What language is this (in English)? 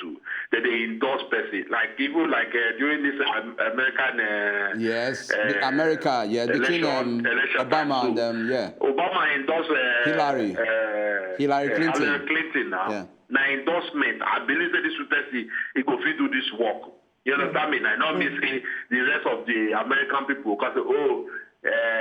Nigerian Pidgin